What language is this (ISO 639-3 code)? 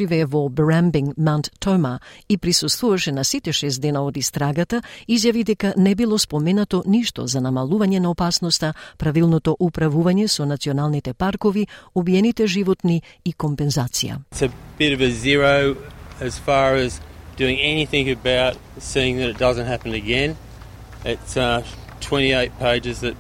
mkd